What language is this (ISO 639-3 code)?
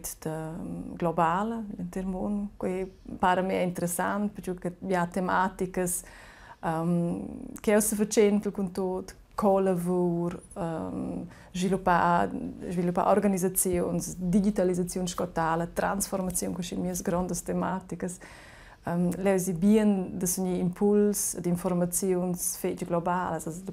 roh